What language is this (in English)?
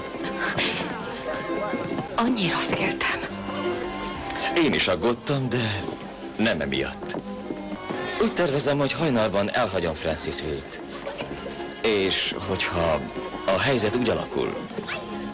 Hungarian